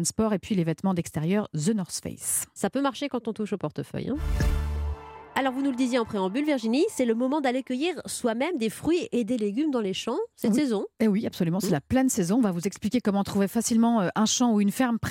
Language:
French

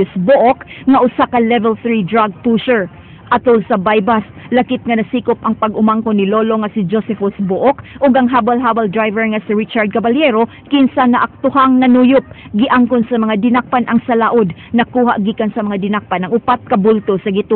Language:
Cebuano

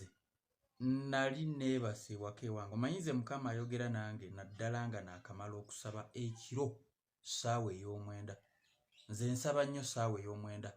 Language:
Ganda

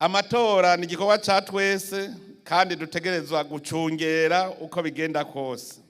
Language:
Rundi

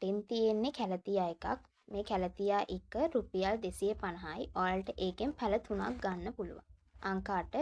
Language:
Sinhala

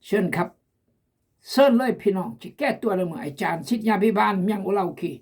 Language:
Khmu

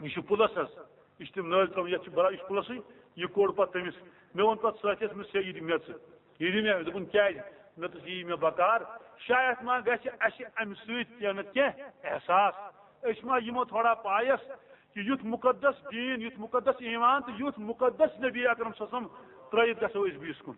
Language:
Kashmiri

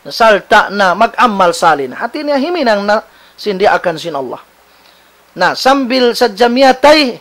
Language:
Tausug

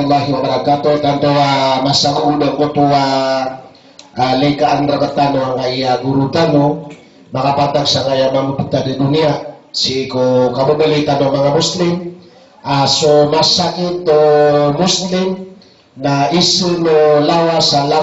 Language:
Maranao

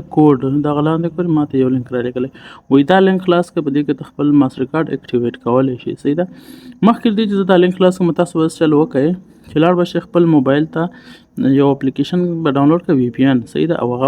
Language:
Pashto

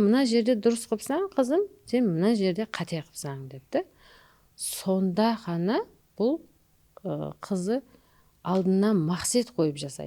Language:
Kara-Kalpak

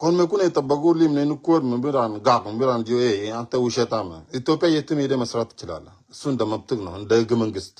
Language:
Nuer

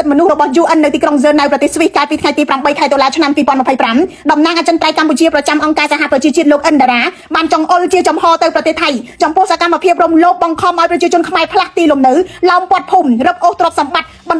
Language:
Khmer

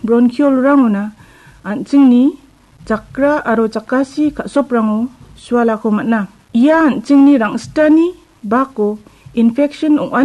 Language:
Garo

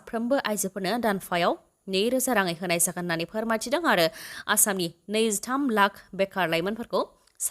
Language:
Bodo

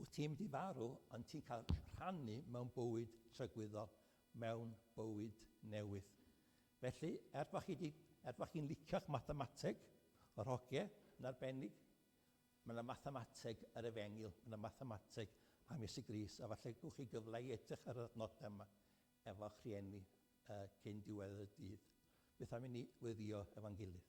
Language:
Welsh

